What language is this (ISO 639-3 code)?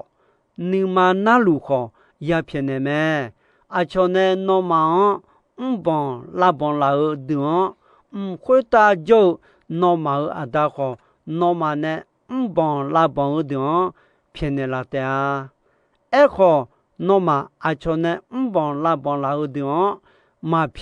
ahk